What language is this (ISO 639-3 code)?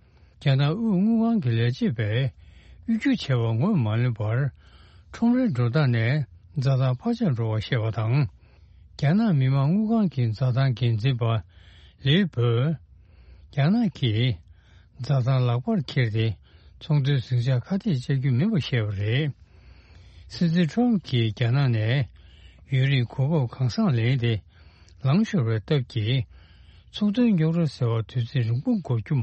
bod